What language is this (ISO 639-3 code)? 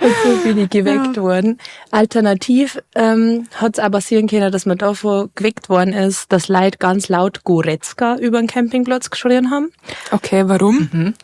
bar